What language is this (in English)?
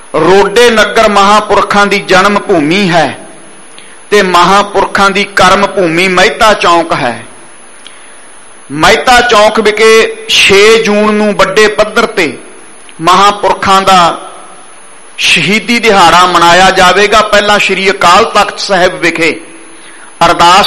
Punjabi